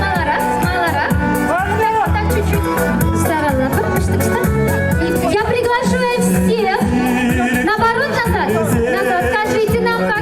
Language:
Chuvash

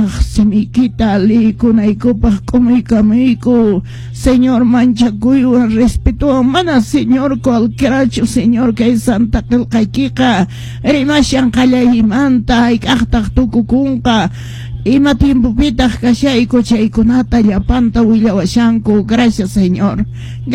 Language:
Quechua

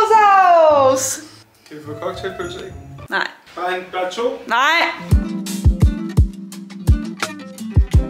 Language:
Danish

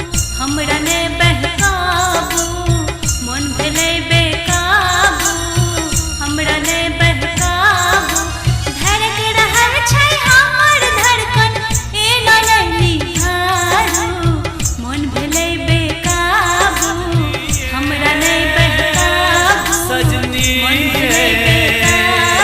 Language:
Maithili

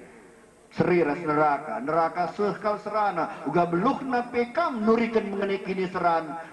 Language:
Batak Karo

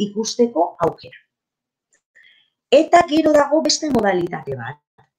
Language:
Basque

